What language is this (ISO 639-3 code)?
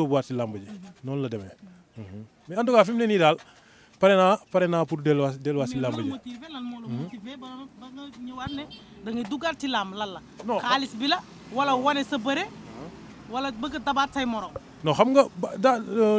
wol